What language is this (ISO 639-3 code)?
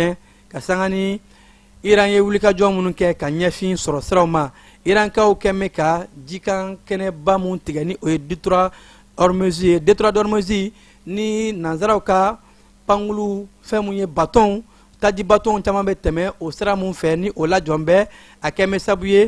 bam